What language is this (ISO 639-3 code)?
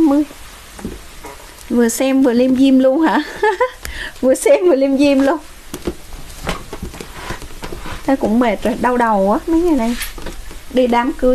vie